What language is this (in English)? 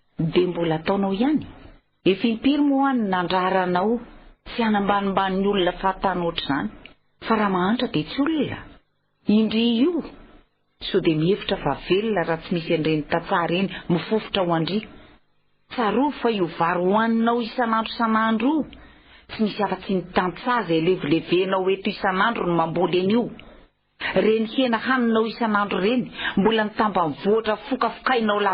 Malagasy